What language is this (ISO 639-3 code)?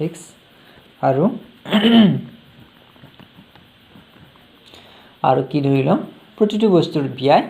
asm